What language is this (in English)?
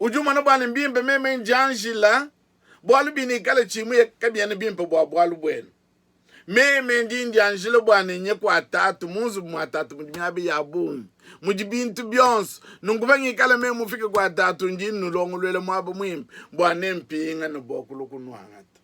Luba-Lulua